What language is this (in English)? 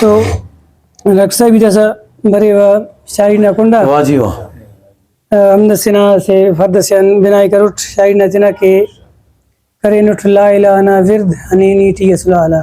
Brahui